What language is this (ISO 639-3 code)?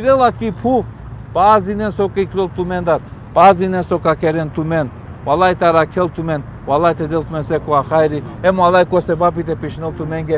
rmn